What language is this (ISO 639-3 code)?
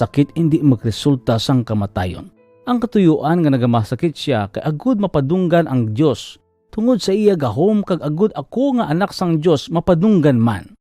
hil